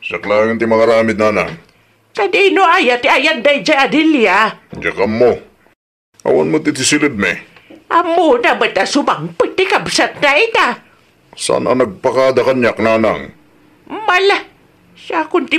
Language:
Iloko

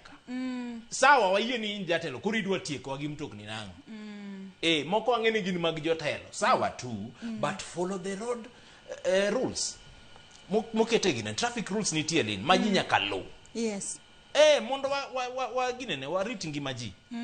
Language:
Luo (Kenya and Tanzania)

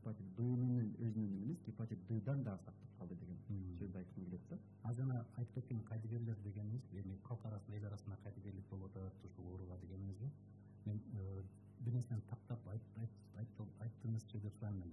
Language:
Kyrgyz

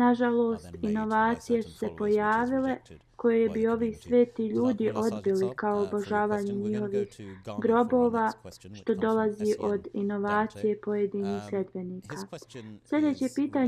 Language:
Bosnian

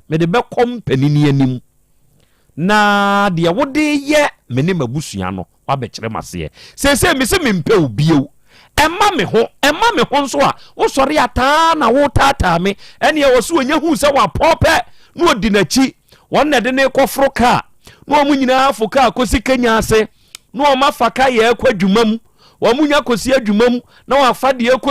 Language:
Akan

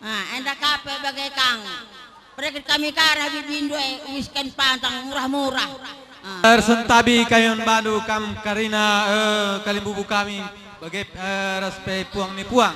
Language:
Batak Karo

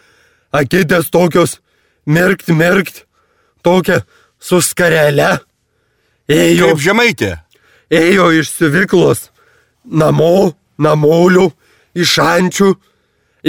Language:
Lithuanian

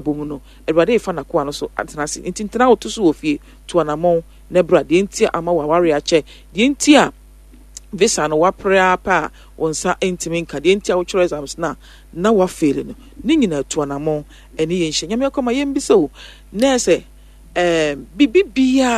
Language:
Akan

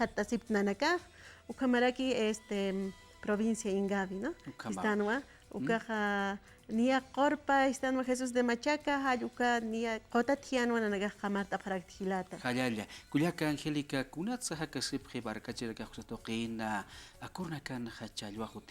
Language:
Aymara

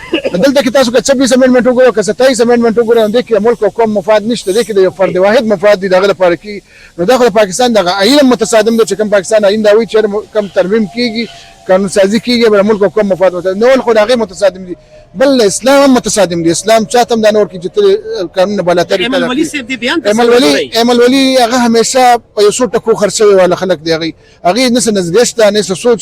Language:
Pashto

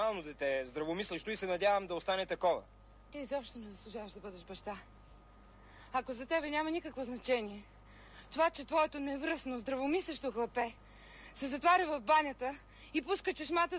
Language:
Bulgarian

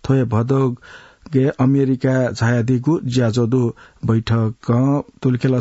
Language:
Newari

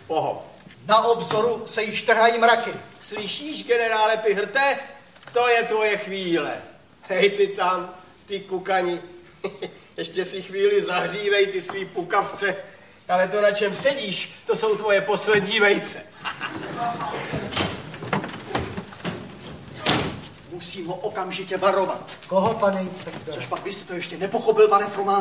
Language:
Czech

